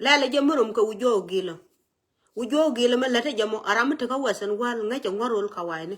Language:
Nuer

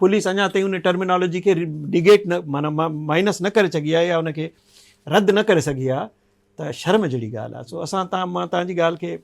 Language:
Sindhi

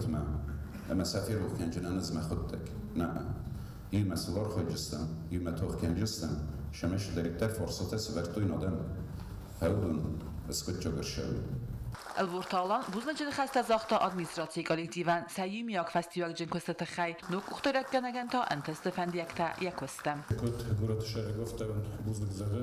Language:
Ossetic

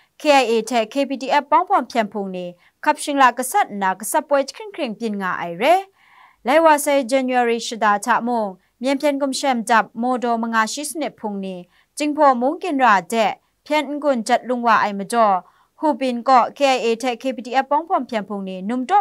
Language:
Kachin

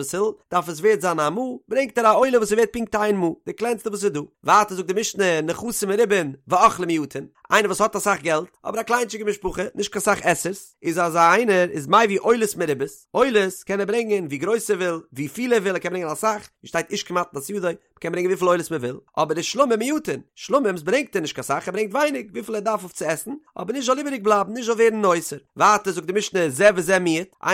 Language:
Yiddish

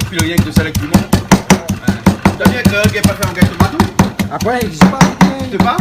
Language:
Réunion Creole French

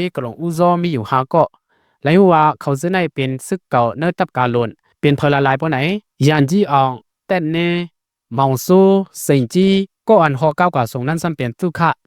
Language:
Shan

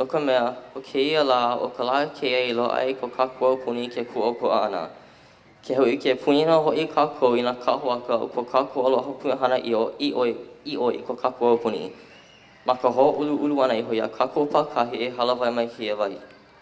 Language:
Hawaiian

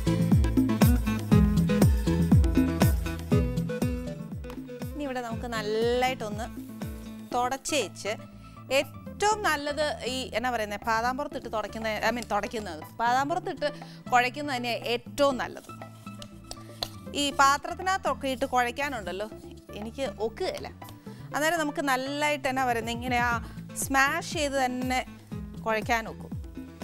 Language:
Malayalam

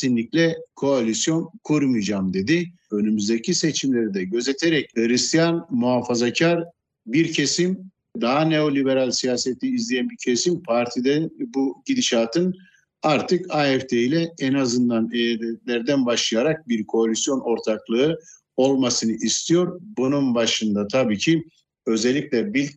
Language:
Turkish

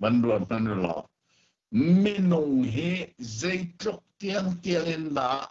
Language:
Hakha Chin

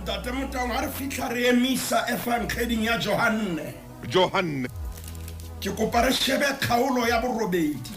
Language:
Southern Sotho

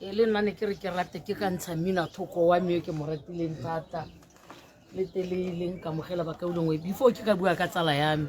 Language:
Tswana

